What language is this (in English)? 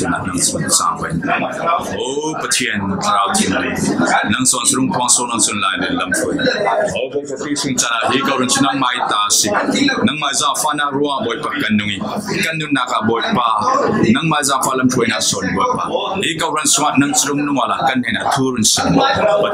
Falam Chin